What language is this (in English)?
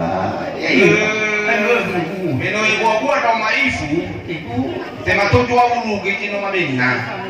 Nias